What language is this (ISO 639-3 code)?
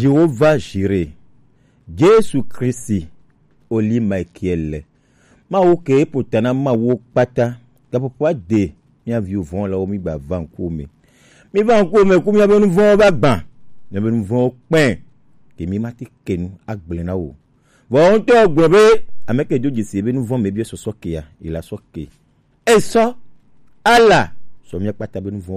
gej